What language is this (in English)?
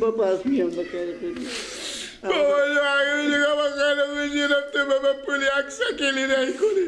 Persian